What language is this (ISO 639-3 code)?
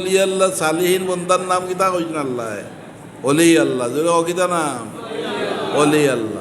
syl